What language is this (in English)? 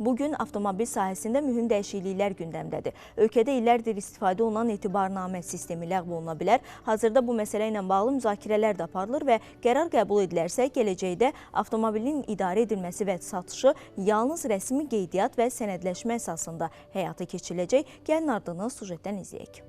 Azerbaijani